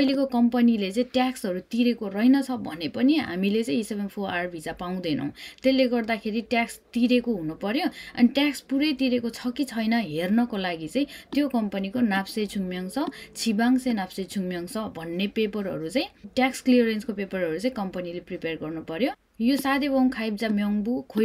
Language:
Nepali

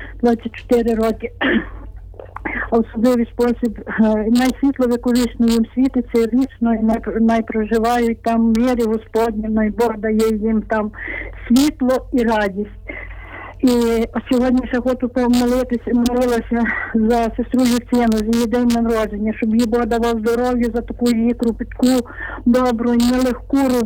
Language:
Ukrainian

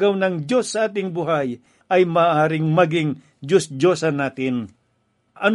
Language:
Filipino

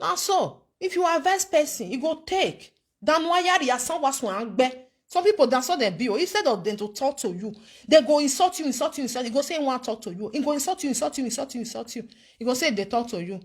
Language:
Nigerian Pidgin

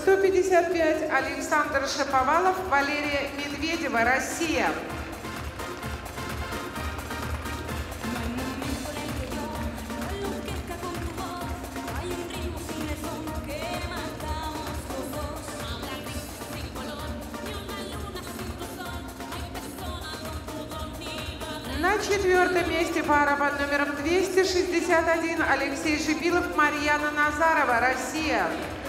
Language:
Russian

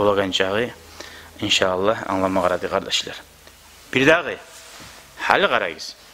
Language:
Kumyk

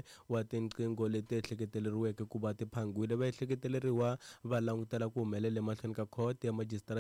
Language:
Tsonga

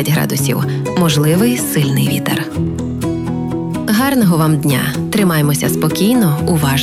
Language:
Ukrainian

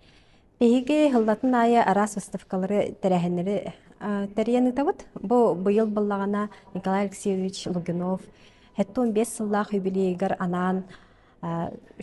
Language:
Yakut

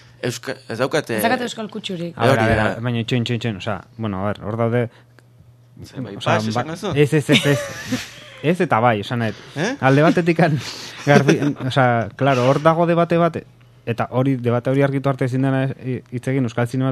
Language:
Basque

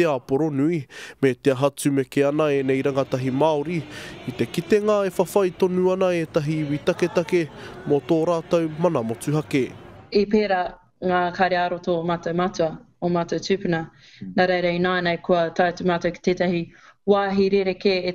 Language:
Māori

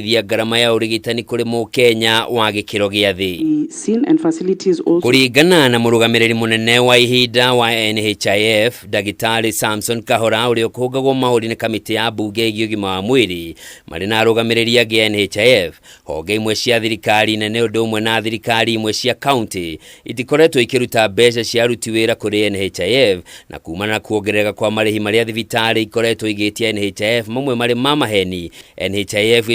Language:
Kikuyu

